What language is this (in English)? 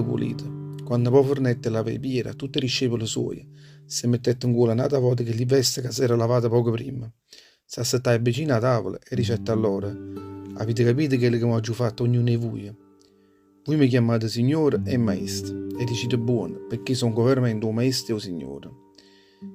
Neapolitan